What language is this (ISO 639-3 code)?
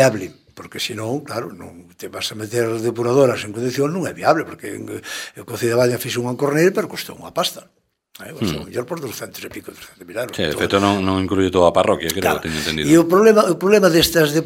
glg